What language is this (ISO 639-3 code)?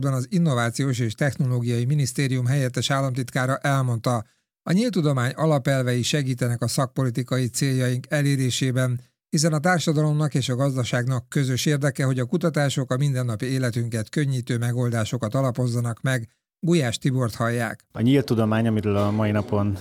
hun